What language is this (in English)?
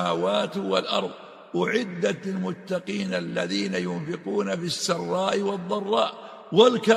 Arabic